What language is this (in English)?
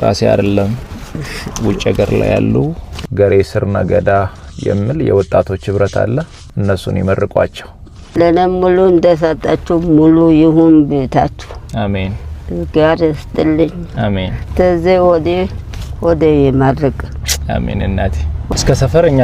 Amharic